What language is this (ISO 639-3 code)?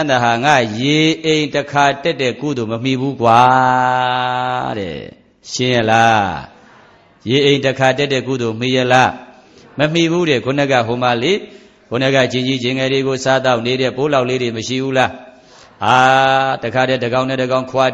mya